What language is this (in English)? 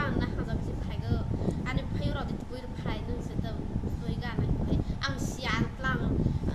Riang (India)